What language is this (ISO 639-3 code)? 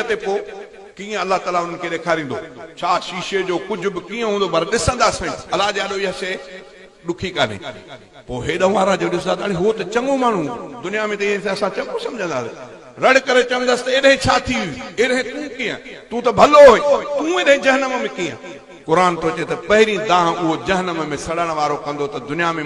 snd